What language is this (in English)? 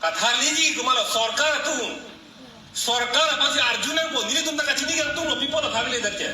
Karbi